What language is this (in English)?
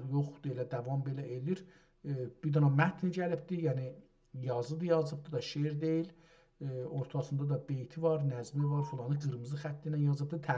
South Azerbaijani